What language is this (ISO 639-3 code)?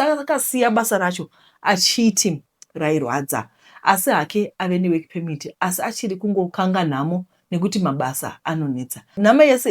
sna